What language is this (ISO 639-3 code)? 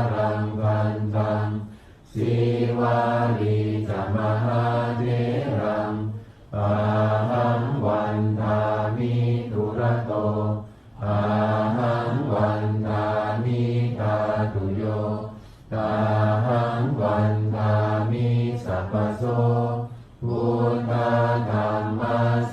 pli